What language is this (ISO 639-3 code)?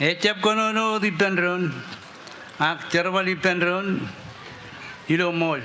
mah